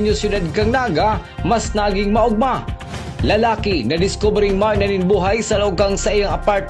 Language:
Bikol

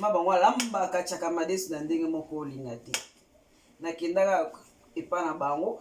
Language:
Lingala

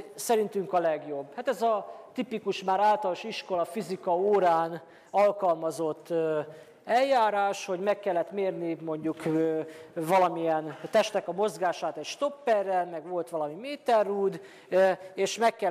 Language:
Hungarian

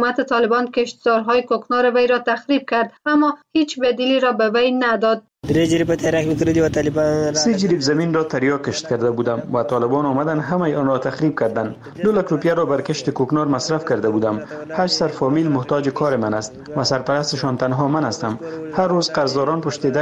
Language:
Persian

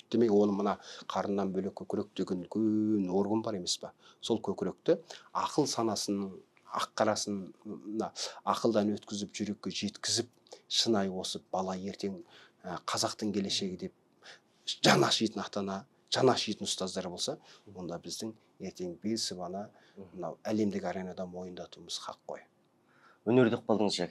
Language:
Kazakh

